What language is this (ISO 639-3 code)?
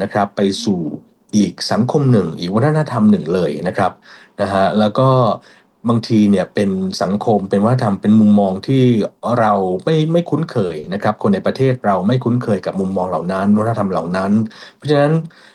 tha